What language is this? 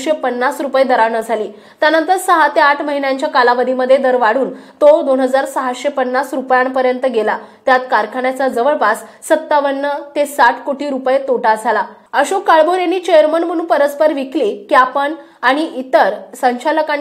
Marathi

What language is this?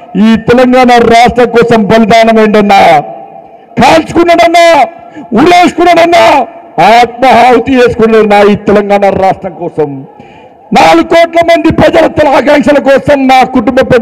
Telugu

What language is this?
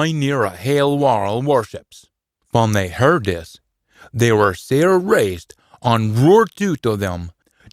Scots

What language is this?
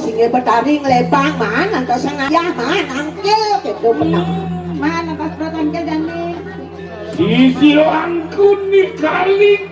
Balinese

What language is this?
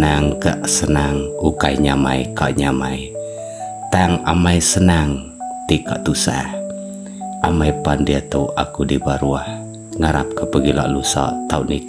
Iban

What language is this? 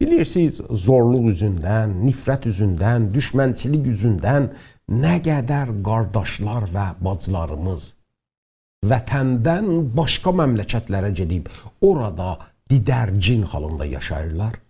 South Azerbaijani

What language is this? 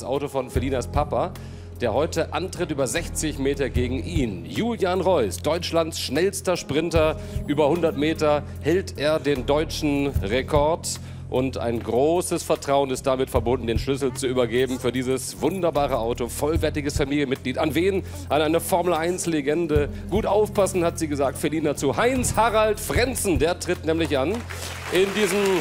German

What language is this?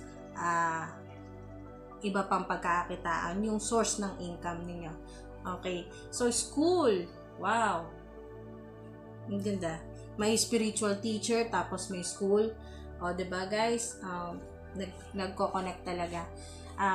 Filipino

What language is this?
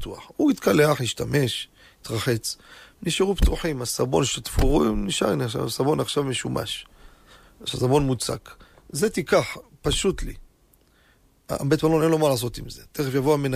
Hebrew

